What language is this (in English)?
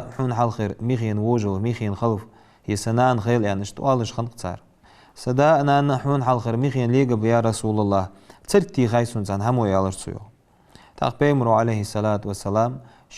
Ingush